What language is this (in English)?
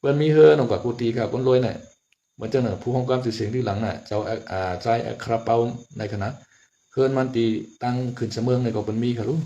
Shan